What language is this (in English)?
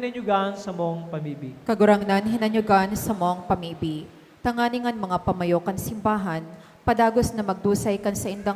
Bikol